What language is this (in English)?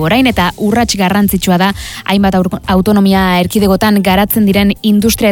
Basque